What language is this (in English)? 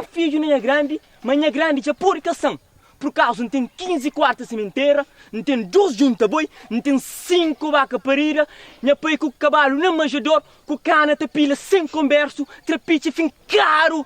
Kabuverdianu